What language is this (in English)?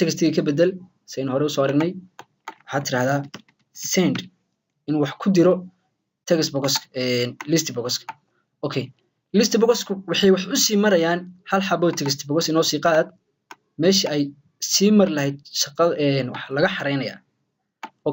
Somali